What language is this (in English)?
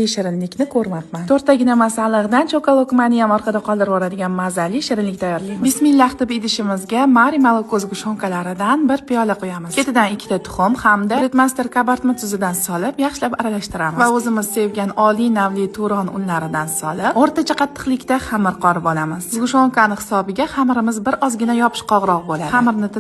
Uzbek